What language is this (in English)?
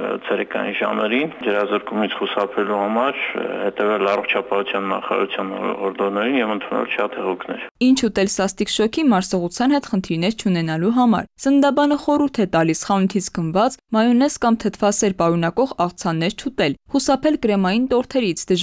Armenian